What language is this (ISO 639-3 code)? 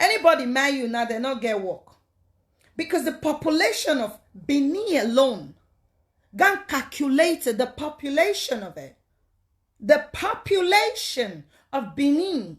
pcm